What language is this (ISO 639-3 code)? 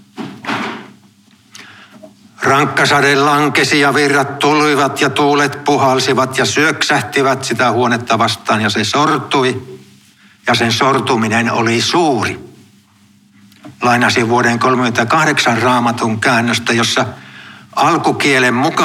fin